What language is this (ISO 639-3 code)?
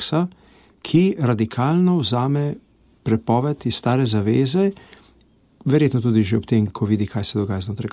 slv